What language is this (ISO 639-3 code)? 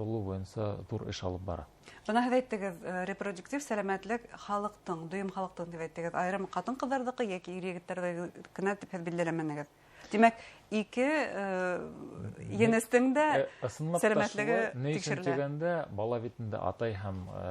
bak